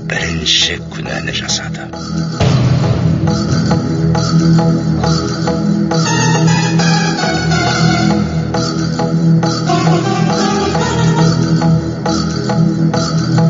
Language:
Kazakh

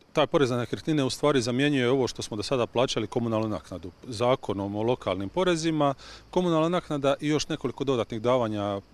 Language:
Croatian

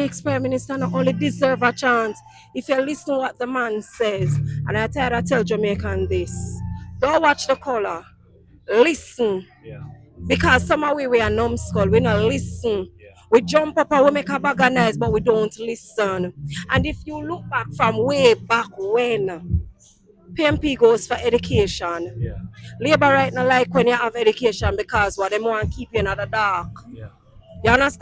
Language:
Jamaican Creole English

